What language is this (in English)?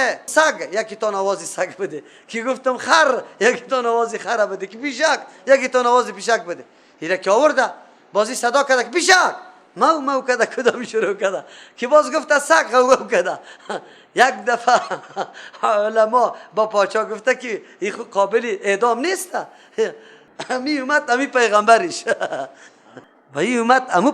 Persian